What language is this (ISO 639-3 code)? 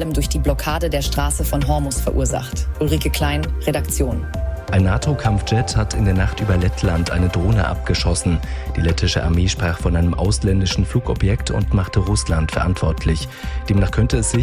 deu